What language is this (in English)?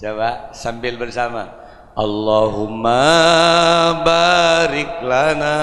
Madurese